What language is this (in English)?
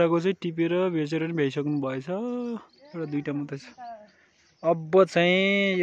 Nepali